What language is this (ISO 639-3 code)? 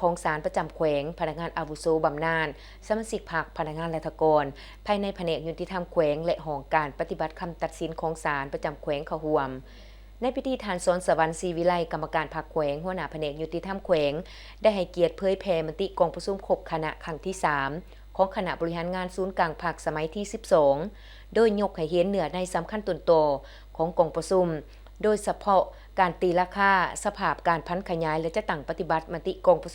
lao